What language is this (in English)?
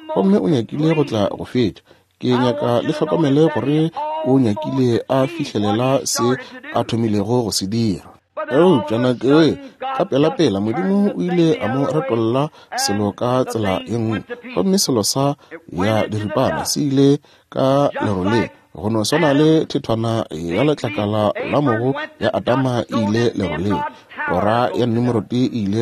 Northern Sotho